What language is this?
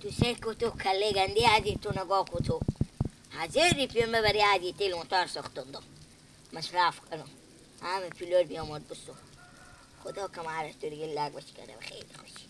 Persian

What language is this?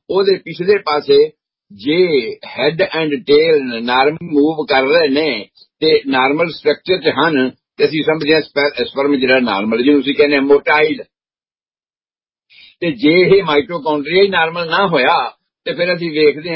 Punjabi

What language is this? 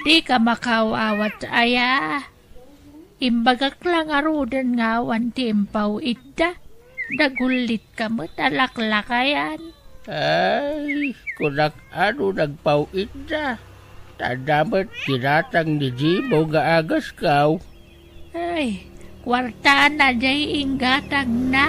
Iloko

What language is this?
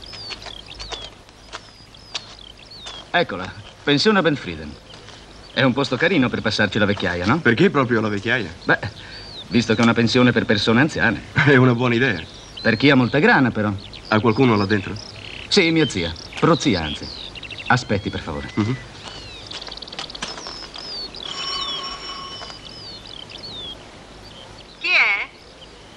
Italian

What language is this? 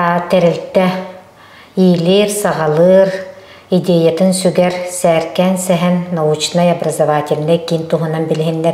Yakut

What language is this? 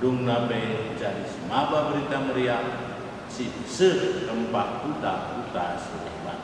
Batak Karo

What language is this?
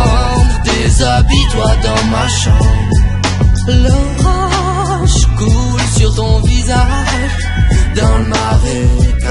French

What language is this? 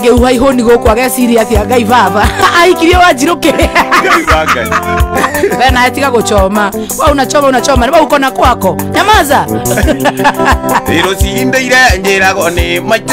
Kikuyu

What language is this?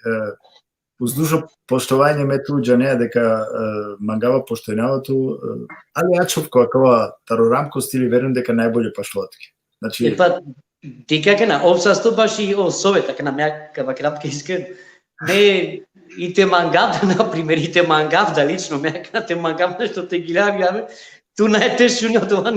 Balkan Romani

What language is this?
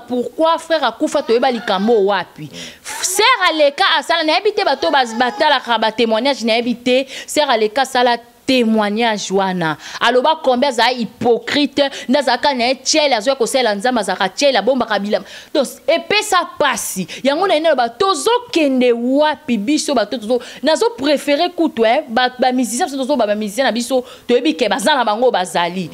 Lingala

